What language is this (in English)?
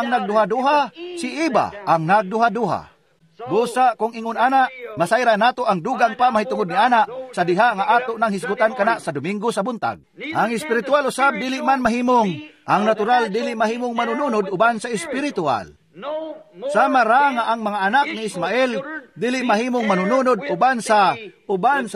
Cebuano